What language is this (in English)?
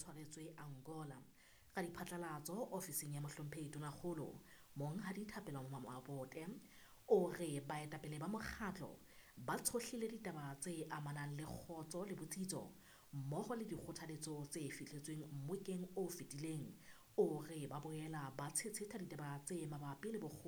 Southern Sotho